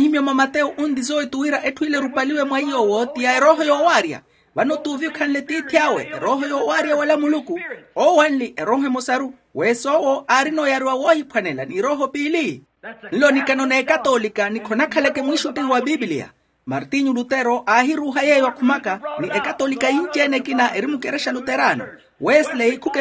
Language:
Makhuwa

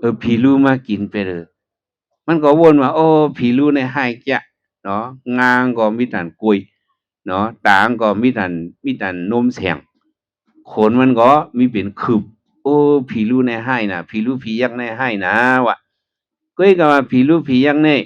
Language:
Shan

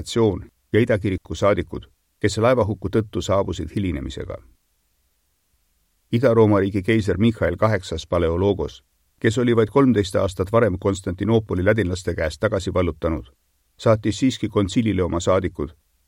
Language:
Estonian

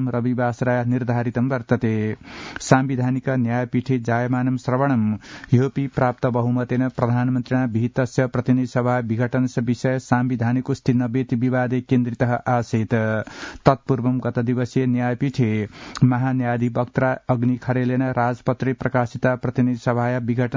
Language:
Sanskrit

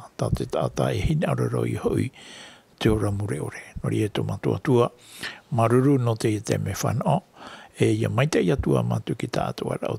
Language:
Tahitian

